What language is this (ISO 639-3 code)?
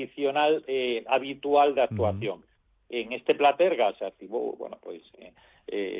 glg